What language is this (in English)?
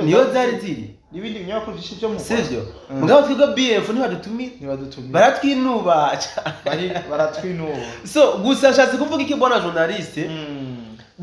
Rundi